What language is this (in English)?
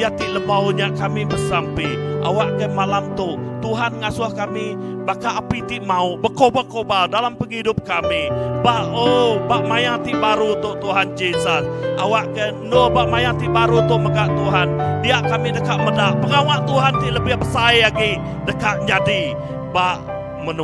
Iban